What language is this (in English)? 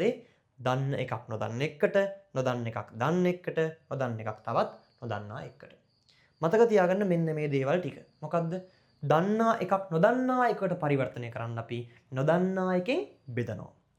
Sinhala